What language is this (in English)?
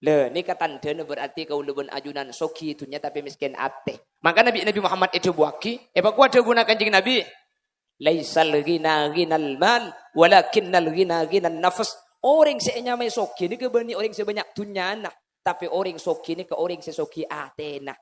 Madurese